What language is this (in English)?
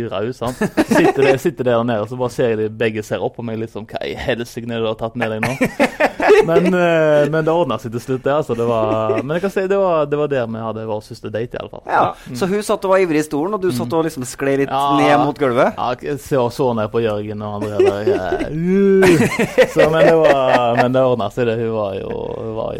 Norwegian